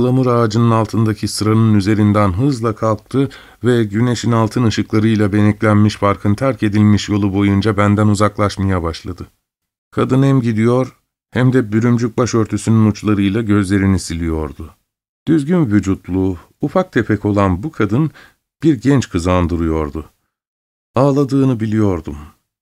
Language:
Turkish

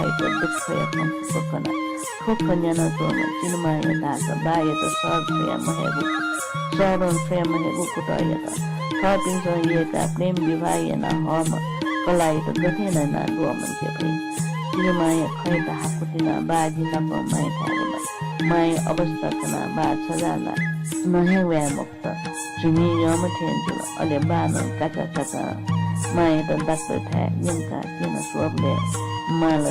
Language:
Newari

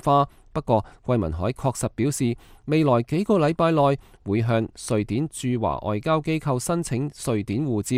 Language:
Cantonese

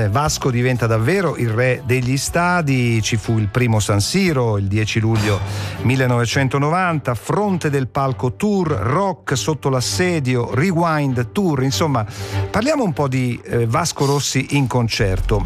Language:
Italian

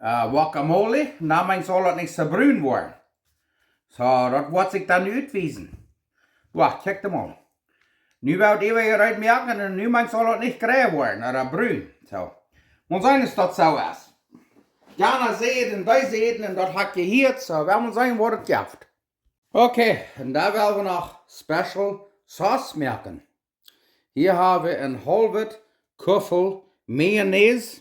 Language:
Plautdietsch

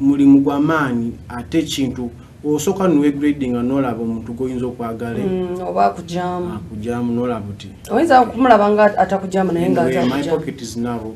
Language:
Ganda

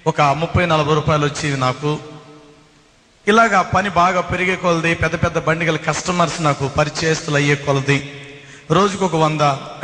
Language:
Telugu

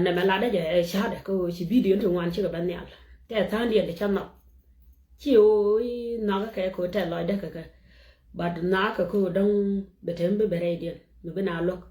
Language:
Nuer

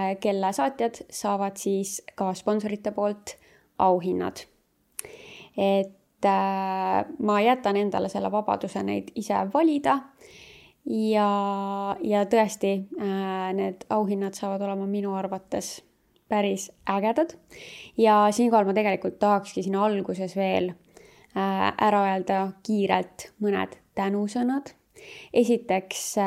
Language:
Estonian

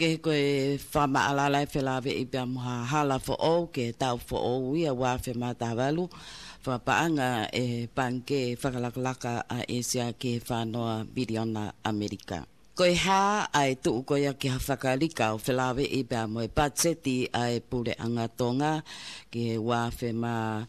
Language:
Tongan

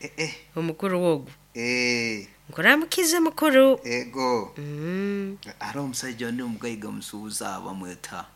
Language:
Nyoro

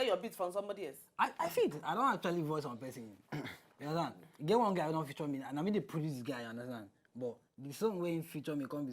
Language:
Nigerian Pidgin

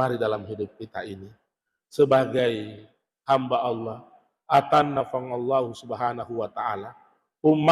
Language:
Buginese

